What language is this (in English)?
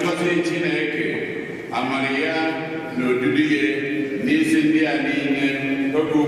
Igbo